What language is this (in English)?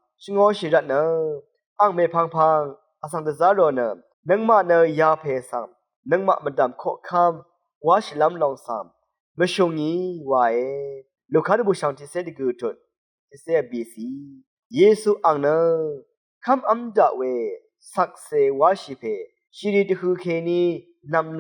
Rawang